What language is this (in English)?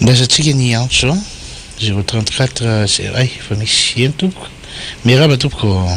Malagasy